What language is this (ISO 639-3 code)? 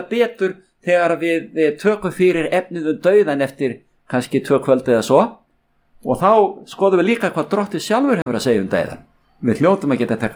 isl